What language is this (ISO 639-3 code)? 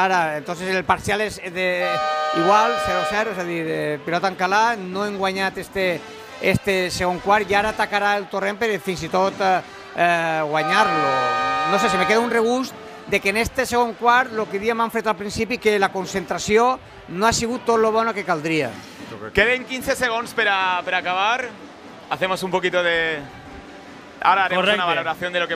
cat